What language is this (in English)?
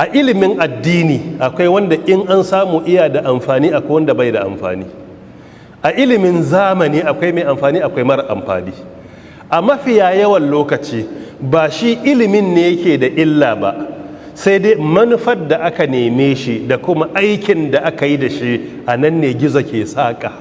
Hausa